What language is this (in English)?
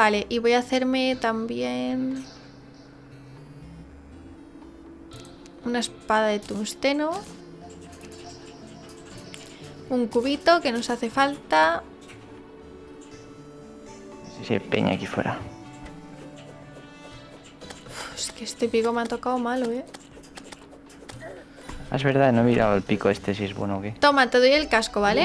Spanish